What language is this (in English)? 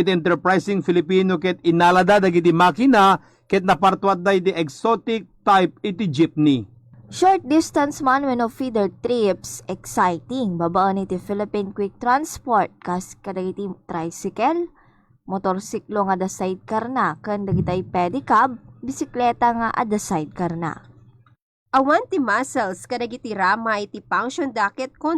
Iloko